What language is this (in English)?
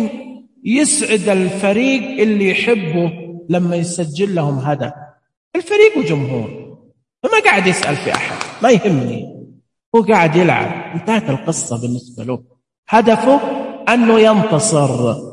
Najdi Arabic